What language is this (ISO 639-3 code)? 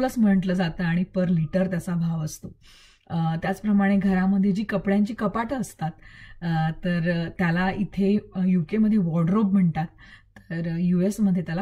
mar